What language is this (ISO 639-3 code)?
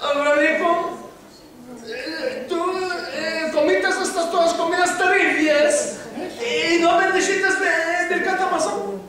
lad